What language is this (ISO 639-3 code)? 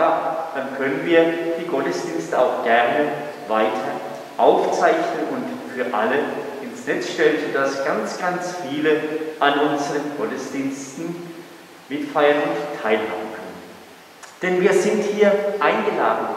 deu